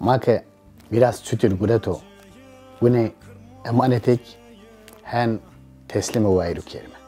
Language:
Zaza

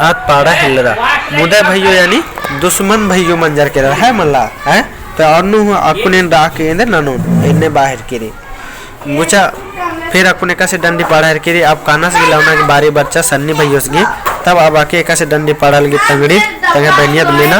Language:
Kurukh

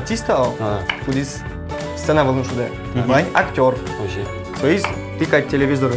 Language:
Udmurt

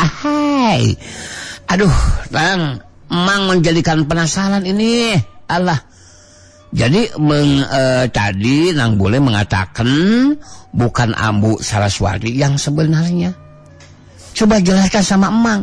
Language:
Sundanese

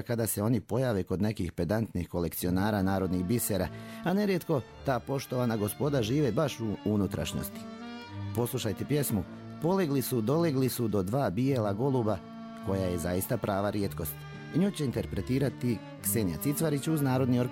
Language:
Serbian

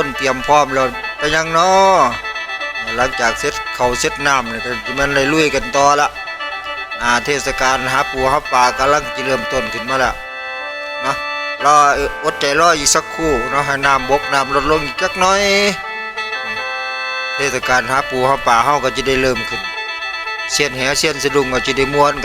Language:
Lao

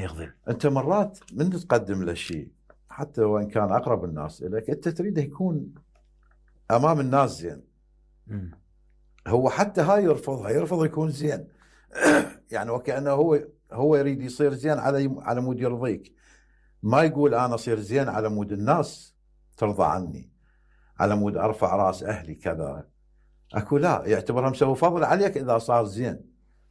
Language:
Mesopotamian Arabic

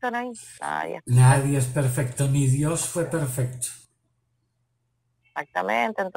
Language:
Spanish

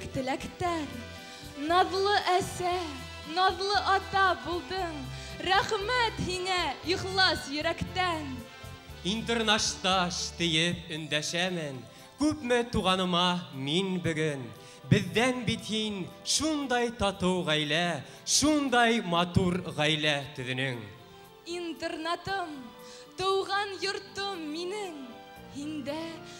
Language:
Bashkir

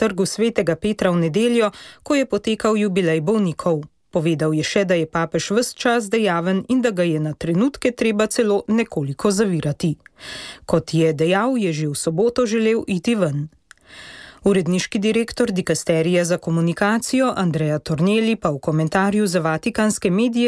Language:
Slovenian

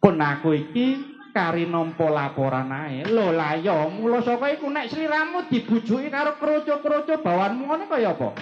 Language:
Javanese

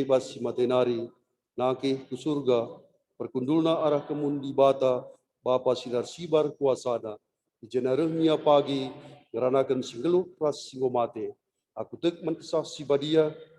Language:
Batak Karo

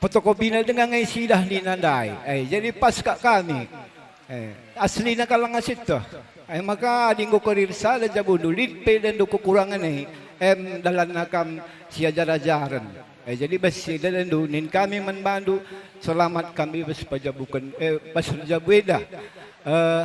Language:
Batak Karo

